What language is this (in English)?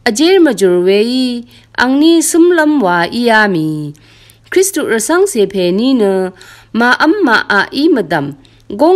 Rawang